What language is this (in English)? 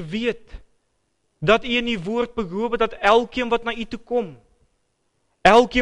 Afrikaans